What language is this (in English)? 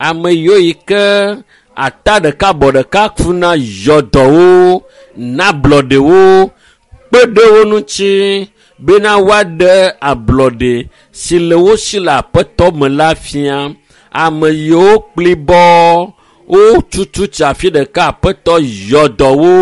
Ewe